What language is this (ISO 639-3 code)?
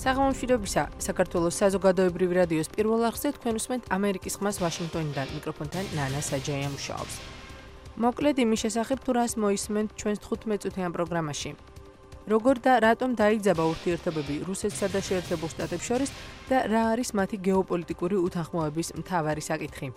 kat